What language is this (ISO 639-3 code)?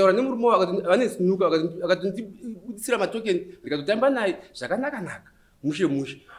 sna